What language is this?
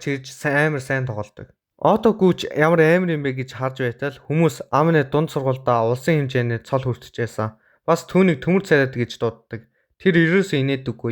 Mongolian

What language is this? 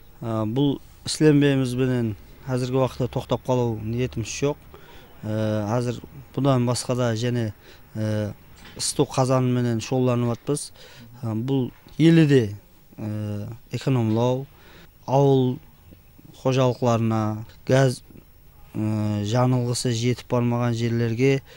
Kara-Kalpak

